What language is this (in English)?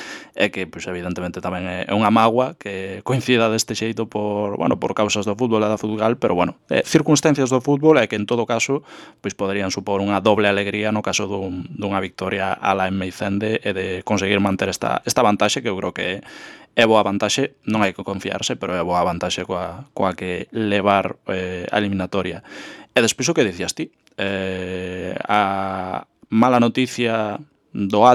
Galician